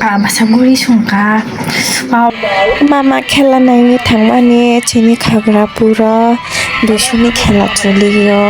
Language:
Kok Borok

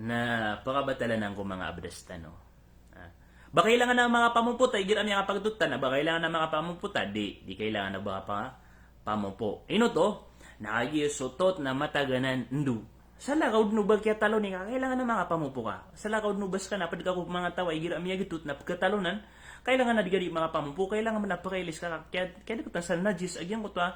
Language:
Maranao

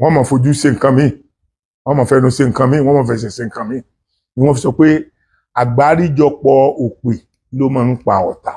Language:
Yoruba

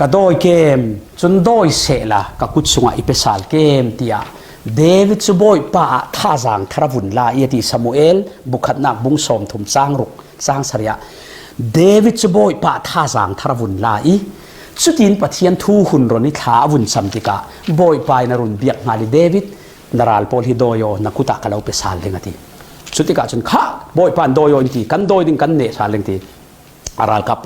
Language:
Falam Chin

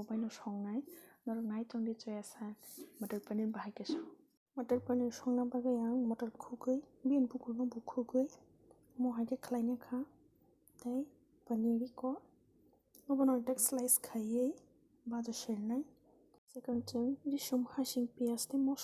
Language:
Kok Borok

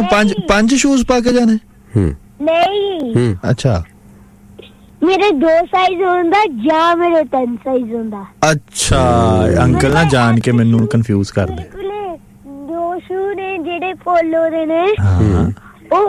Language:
Punjabi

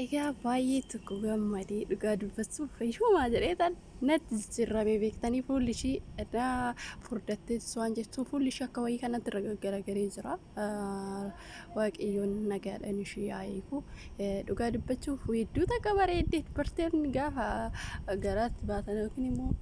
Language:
Oromo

